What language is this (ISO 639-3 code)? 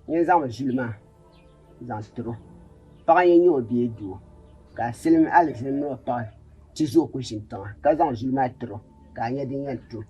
dag